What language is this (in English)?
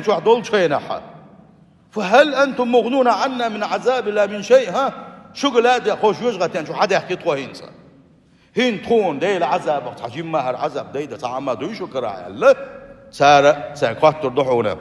Chechen